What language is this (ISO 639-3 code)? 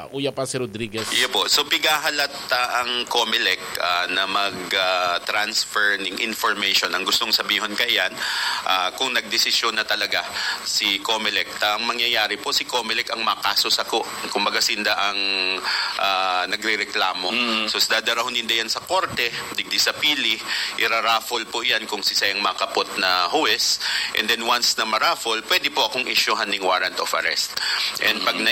bik